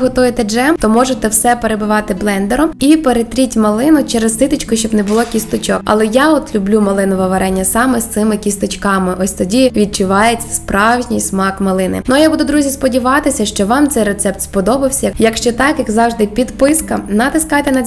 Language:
Ukrainian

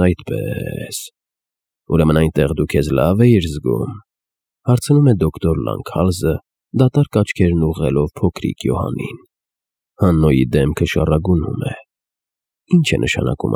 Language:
Armenian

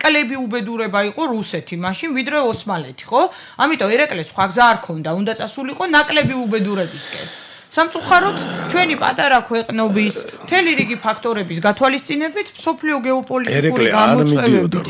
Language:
Georgian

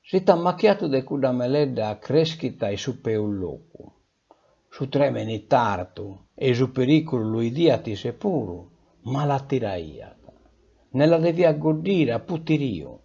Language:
Sardinian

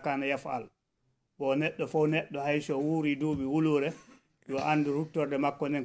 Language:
Fula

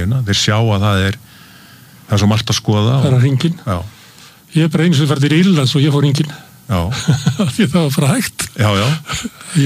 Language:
Icelandic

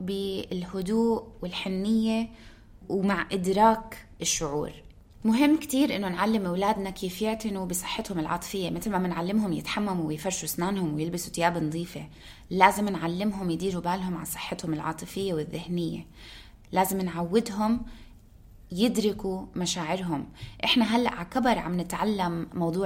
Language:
North Levantine Arabic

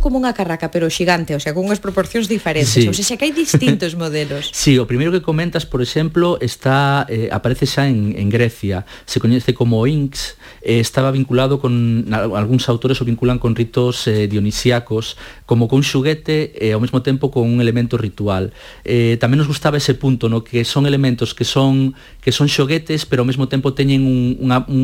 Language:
Galician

